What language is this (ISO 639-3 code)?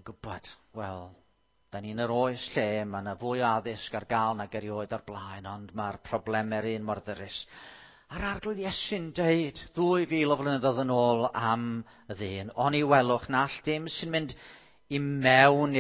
cym